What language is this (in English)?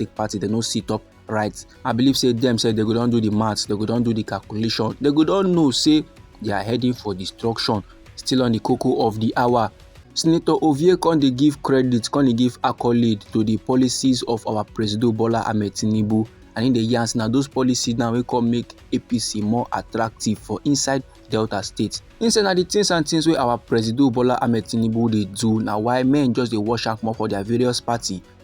Nigerian Pidgin